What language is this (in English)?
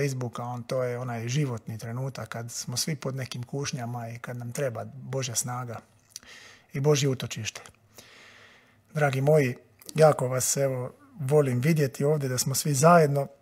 Croatian